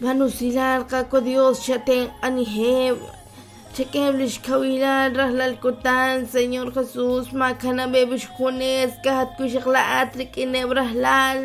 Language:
Kekchí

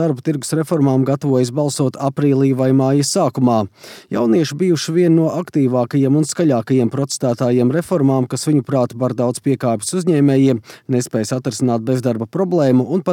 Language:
Latvian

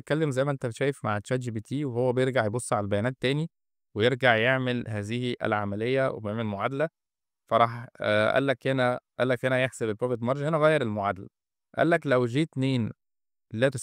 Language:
Egyptian Arabic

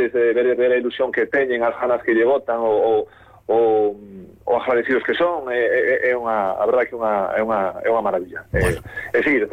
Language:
Galician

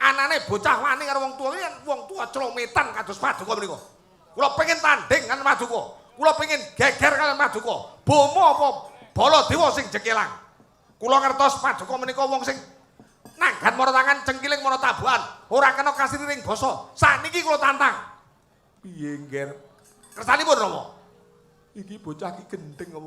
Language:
Javanese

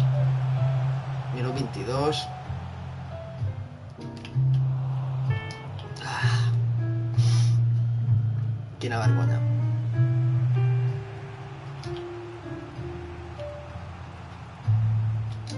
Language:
Catalan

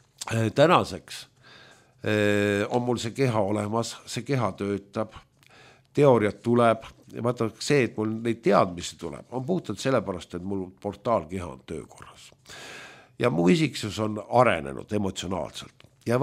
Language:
Estonian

